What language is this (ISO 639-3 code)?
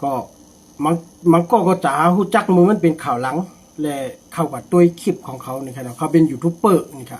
shn